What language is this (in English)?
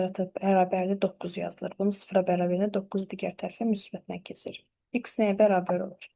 Azerbaijani